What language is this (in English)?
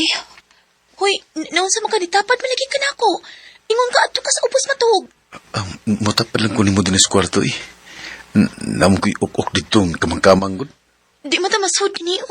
Cebuano